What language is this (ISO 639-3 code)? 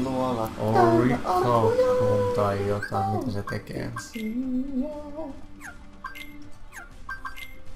fin